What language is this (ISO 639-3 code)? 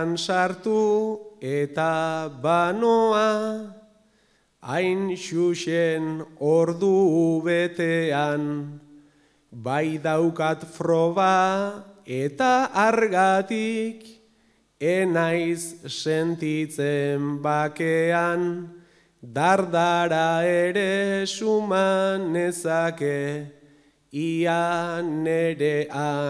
eus